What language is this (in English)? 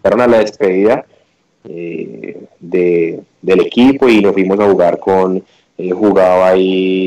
Spanish